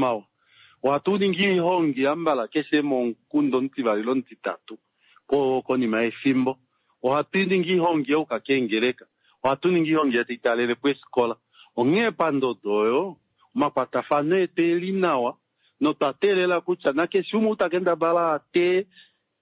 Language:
Kuanyama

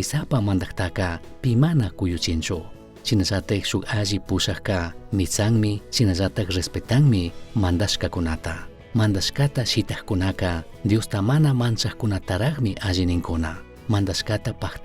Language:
Chimborazo Highland Quichua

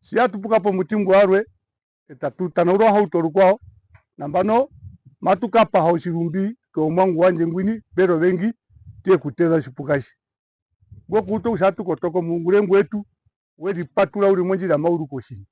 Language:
Herero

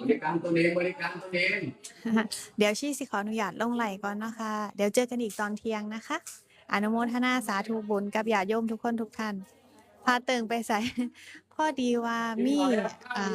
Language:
Northeastern Thai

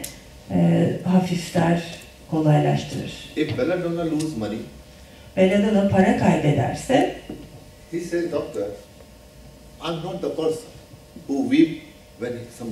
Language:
Turkish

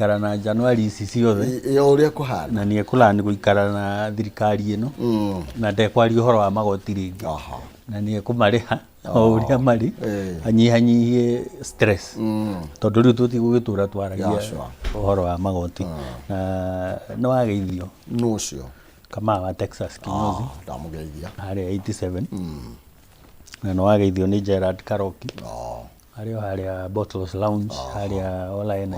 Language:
Kikuyu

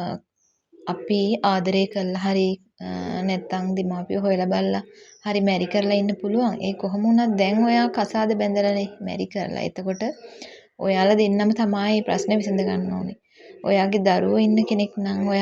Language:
Sinhala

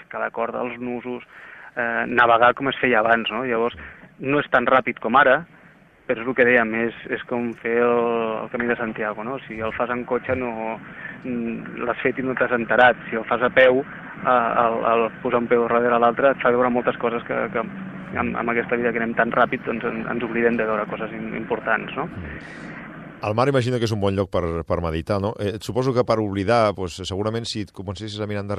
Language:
Catalan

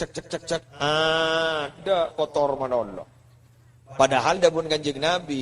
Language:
Madurese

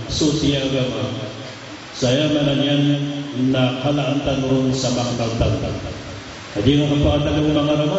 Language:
Maranao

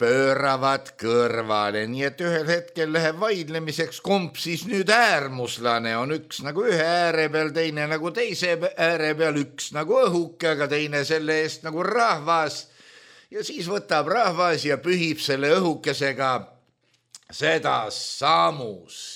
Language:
Estonian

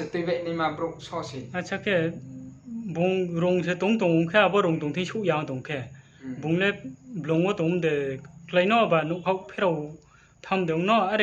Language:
Riang (India)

